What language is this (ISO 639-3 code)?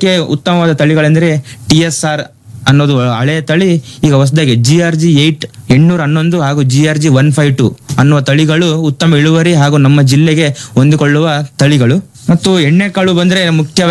kan